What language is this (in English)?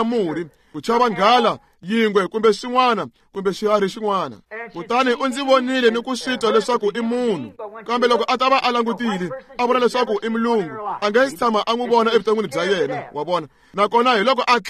Tsonga